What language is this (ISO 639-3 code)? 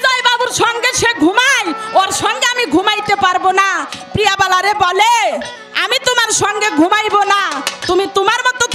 ben